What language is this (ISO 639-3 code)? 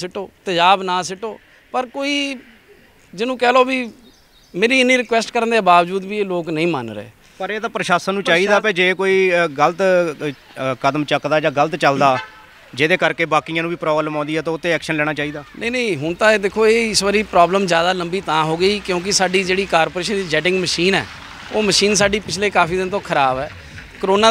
pan